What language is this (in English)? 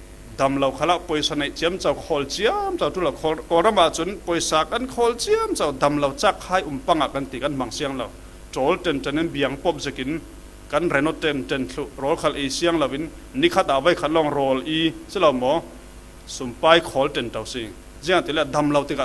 Falam Chin